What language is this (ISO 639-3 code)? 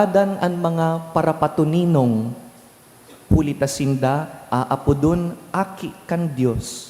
bik